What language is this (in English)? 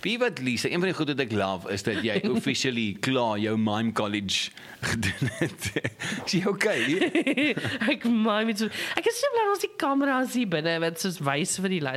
Afrikaans